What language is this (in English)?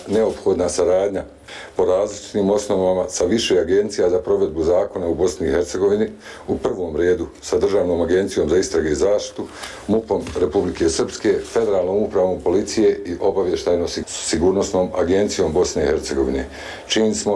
Bosnian